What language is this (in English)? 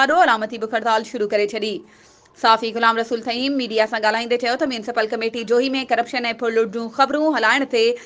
Sindhi